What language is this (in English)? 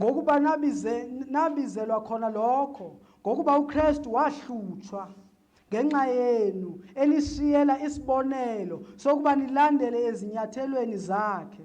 Zulu